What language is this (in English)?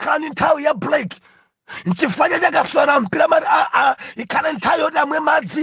Nyanja